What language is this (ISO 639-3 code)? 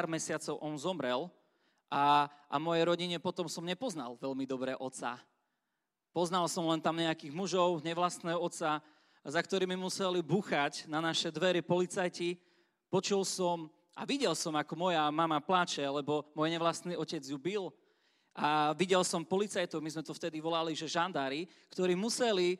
slk